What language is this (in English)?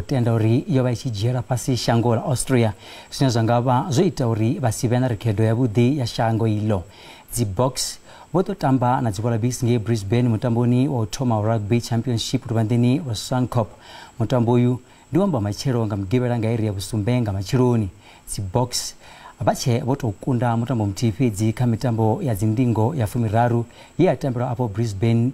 Venda